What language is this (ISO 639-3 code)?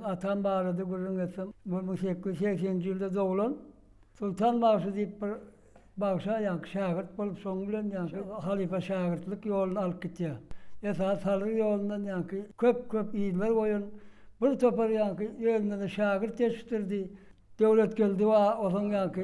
tuk